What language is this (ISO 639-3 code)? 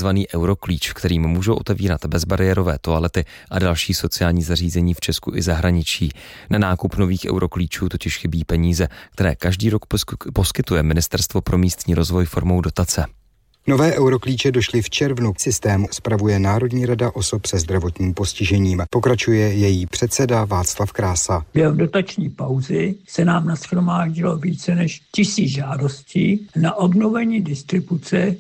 ces